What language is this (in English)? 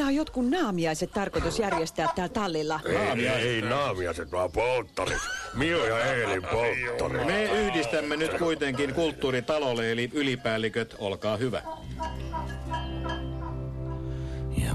Finnish